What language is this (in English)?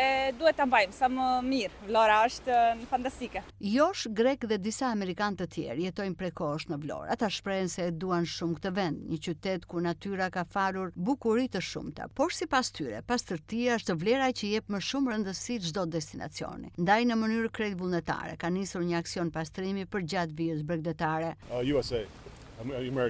Albanian